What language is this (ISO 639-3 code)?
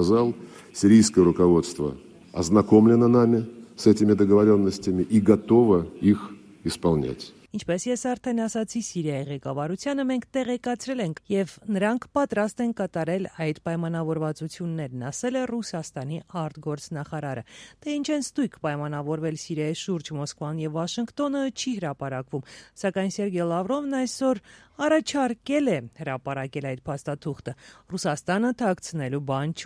hye